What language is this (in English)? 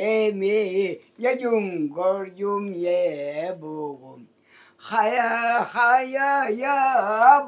Crimean Tatar